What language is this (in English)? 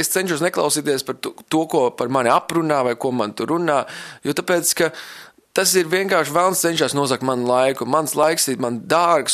Latvian